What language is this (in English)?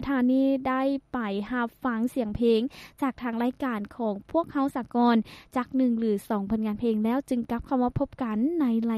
Lao